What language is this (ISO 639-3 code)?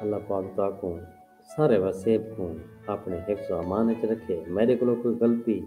skr